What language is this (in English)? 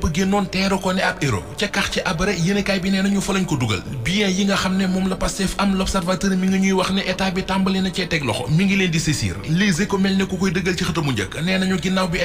Wolof